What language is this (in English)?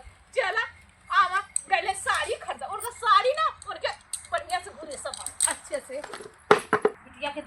Awadhi